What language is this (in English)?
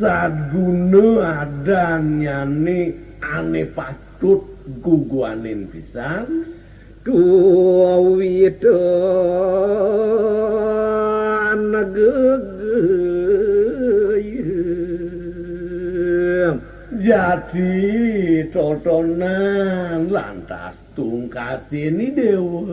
Balinese